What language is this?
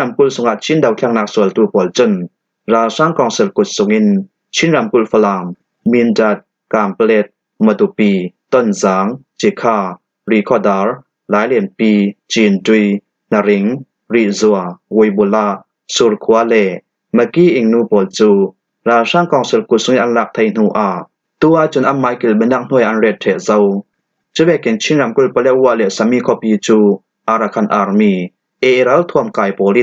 Falam Chin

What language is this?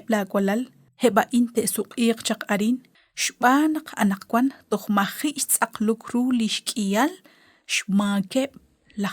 Kekchí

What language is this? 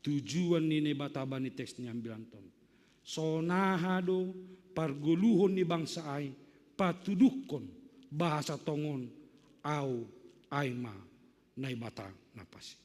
Batak Simalungun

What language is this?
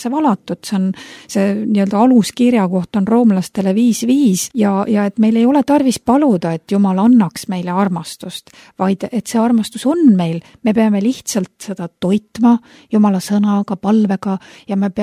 Estonian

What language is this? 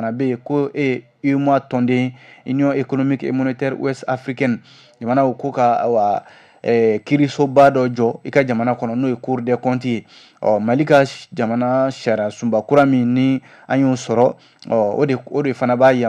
Bambara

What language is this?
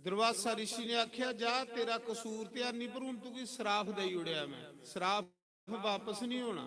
Dogri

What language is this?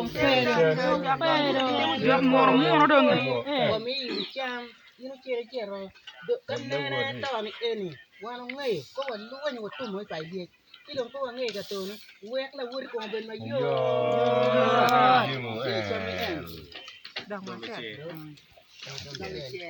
Acoli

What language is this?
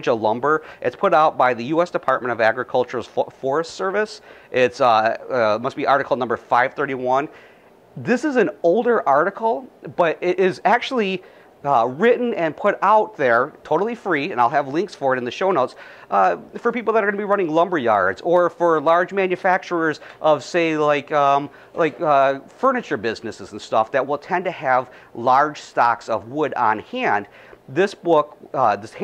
English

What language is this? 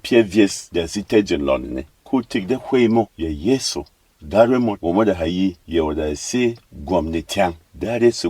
Berom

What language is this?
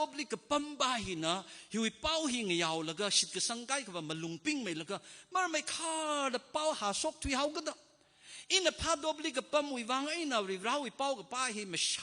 Tangkhul Naga (India)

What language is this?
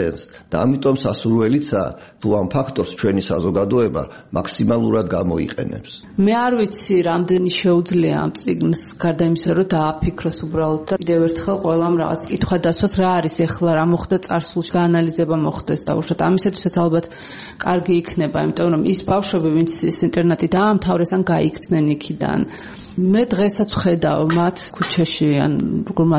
Georgian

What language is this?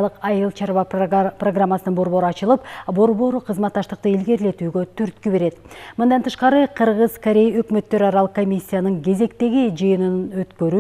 Kyrgyz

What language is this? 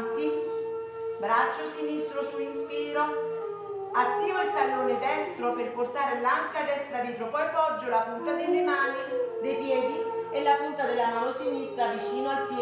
Italian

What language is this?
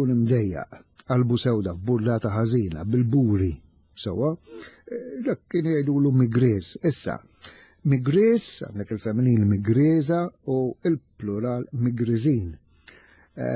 Maltese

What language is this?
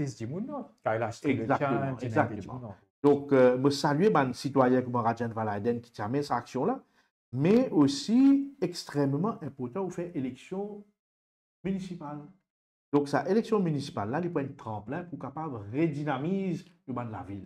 Morisyen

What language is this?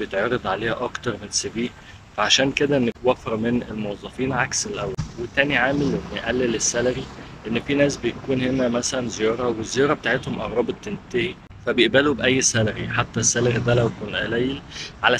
Egyptian Arabic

